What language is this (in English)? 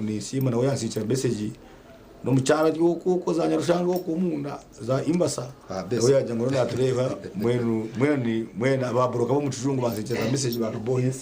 Nyankole